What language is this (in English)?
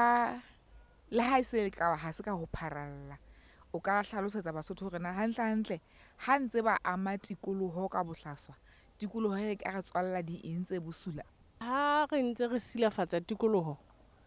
Southern Sotho